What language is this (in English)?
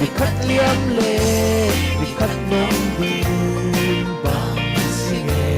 Falam Chin